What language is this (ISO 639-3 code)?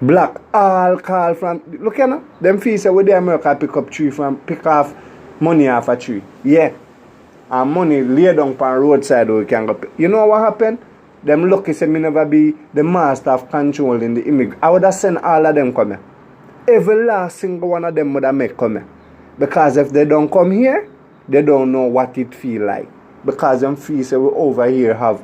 jam